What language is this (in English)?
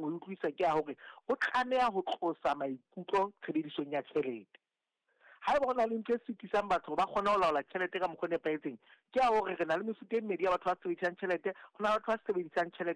Southern Sotho